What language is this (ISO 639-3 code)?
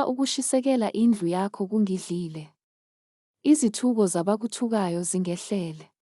zul